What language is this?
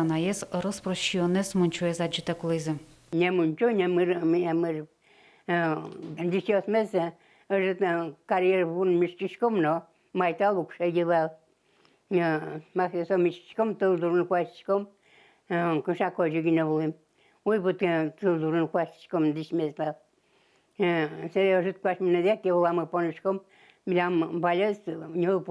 Udmurt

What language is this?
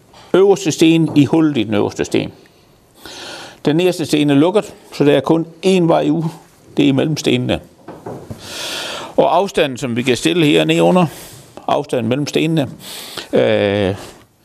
Danish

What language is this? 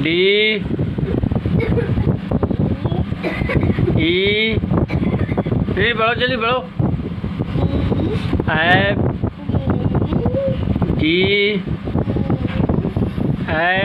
Hindi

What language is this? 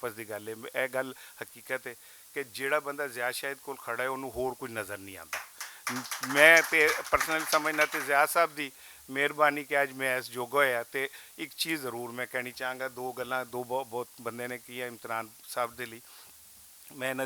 Western Panjabi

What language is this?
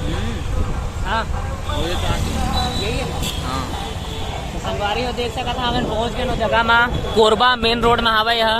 Chhattisgarhi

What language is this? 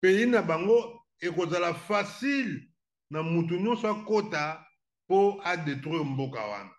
Lingala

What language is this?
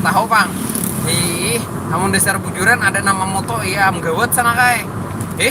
Banjar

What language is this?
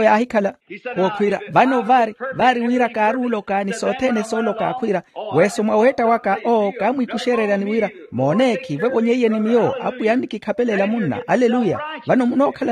Makhuwa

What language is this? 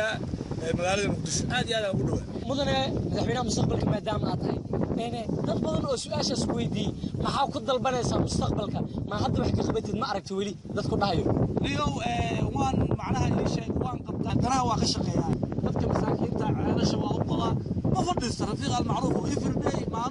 Somali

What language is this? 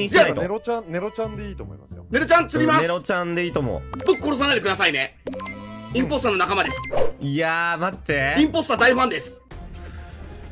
Japanese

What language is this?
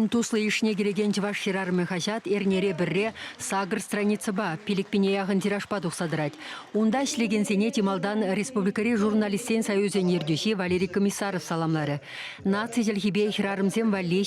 Chuvash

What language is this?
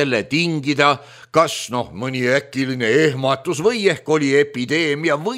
Estonian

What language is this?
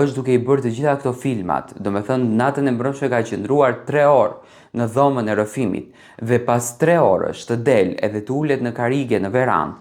Albanian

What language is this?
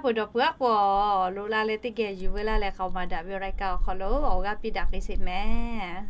Lahu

